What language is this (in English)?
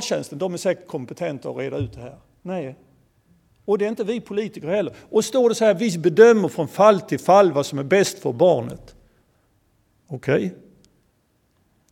Swedish